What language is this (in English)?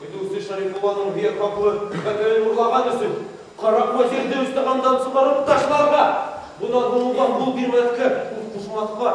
Bashkir